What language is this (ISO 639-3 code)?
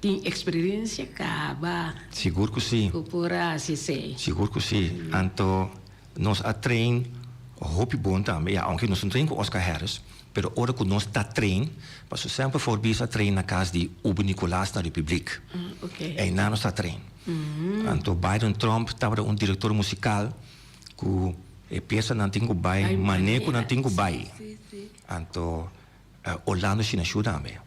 pap